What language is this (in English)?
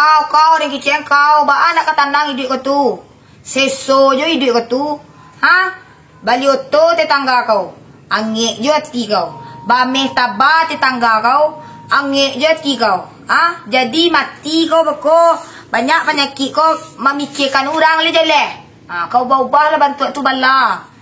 Minangkabau